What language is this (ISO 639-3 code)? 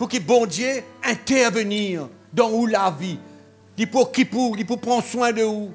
mfe